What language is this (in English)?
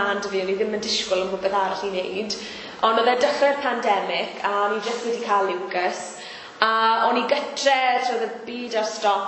Welsh